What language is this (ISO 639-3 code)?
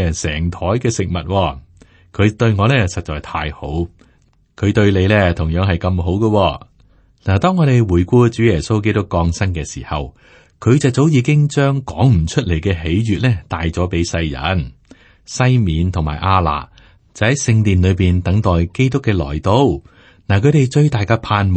yue